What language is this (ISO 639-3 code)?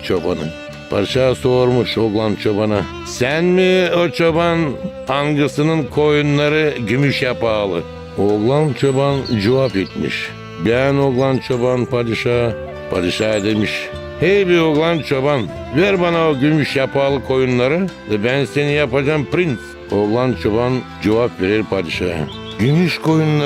gag